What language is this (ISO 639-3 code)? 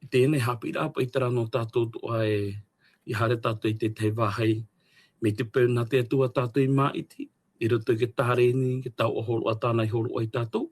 tah